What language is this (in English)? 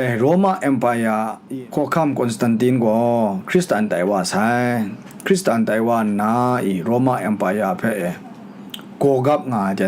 Kachin